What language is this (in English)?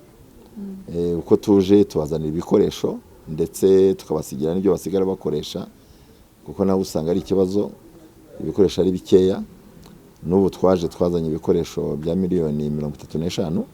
Kinyarwanda